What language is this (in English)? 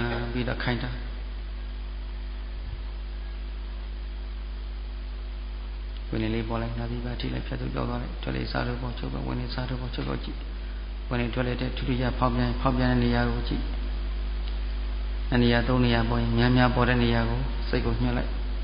Burmese